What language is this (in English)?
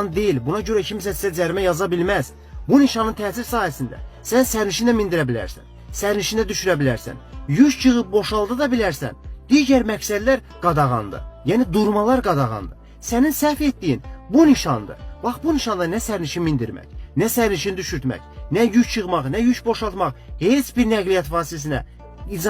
Azerbaijani